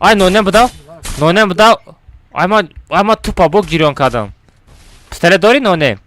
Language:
Tajik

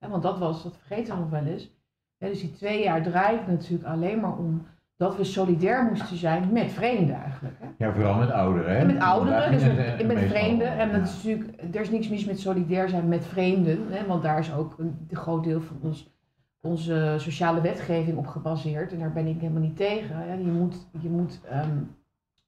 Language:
Dutch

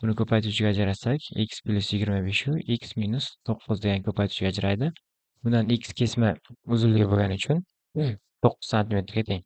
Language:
Uzbek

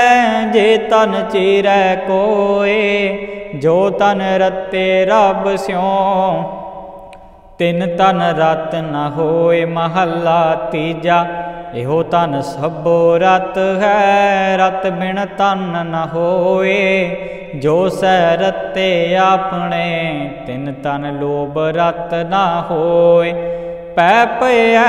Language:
Punjabi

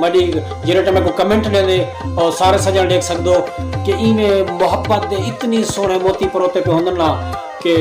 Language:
Saraiki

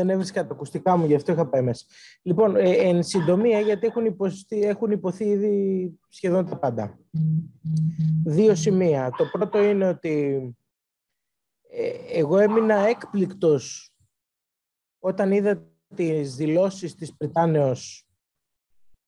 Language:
Greek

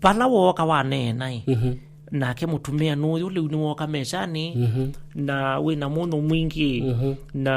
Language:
Kamba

